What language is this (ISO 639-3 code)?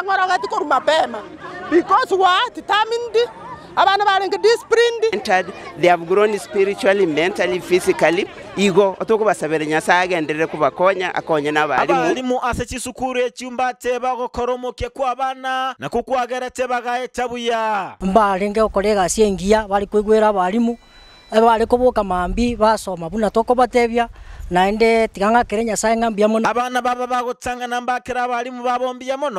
guz